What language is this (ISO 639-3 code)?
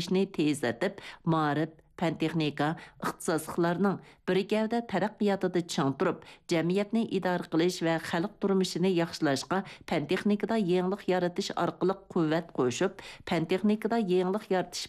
uig